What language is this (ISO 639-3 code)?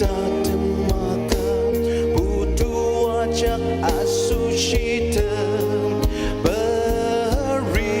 njo